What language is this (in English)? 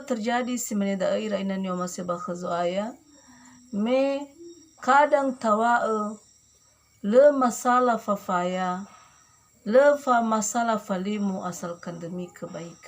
Nias